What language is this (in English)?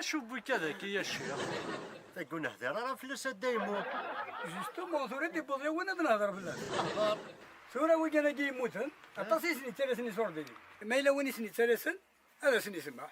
Kabyle